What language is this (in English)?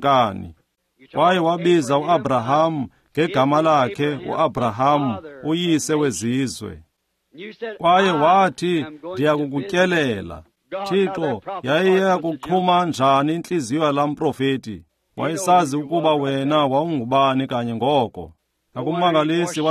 Xhosa